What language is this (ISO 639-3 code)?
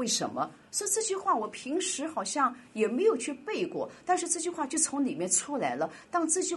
zho